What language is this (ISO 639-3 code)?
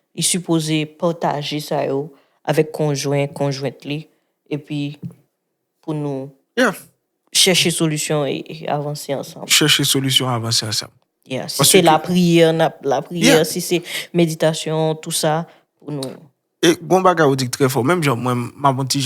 hat